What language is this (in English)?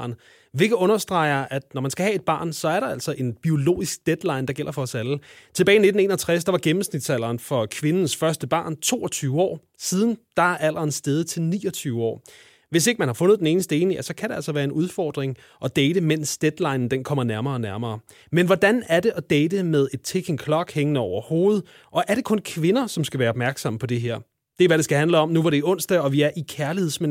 Danish